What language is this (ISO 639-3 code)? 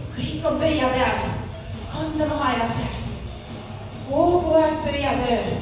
est